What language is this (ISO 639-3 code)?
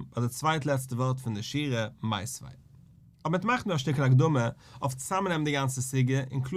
yid